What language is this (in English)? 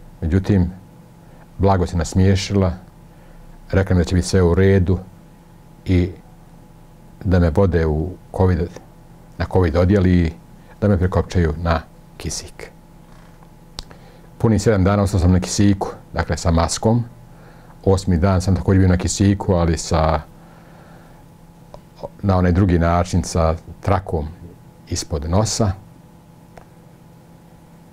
Bosnian